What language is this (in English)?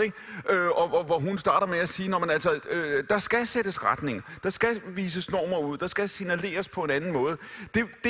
Danish